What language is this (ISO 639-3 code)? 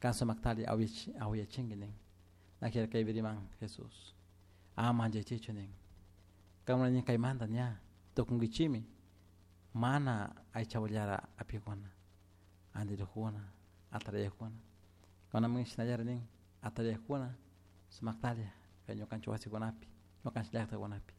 qug